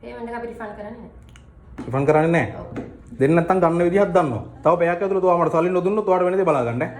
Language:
Sinhala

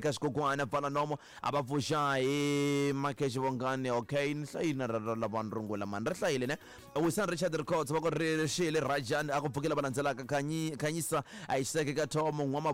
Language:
Tsonga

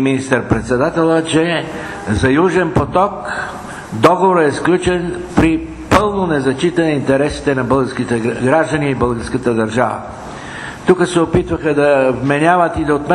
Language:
Bulgarian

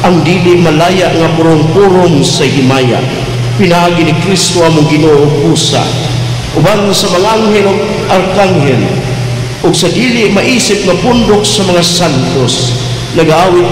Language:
Cebuano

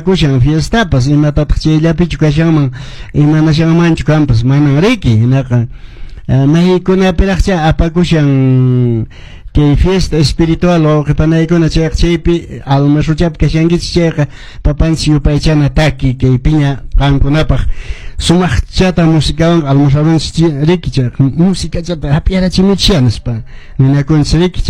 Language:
Quechua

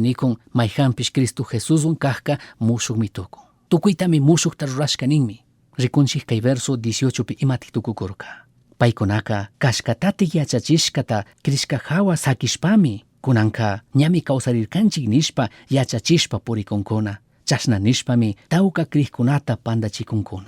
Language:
Chimborazo Highland Quichua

